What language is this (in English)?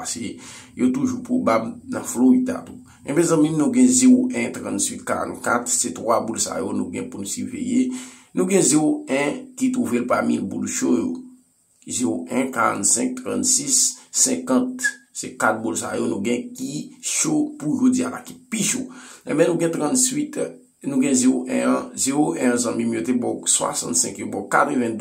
Haitian Creole